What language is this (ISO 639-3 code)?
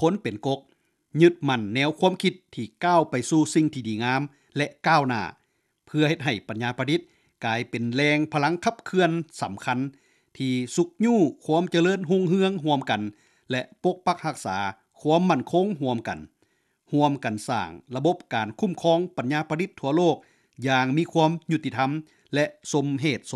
lao